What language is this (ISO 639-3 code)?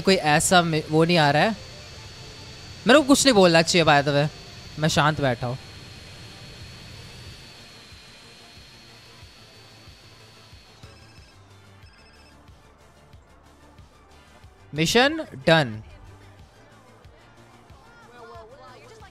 hin